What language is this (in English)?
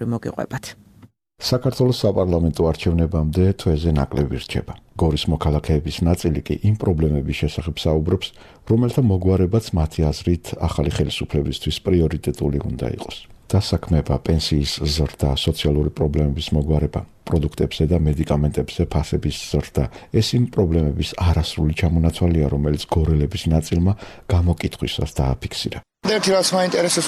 Georgian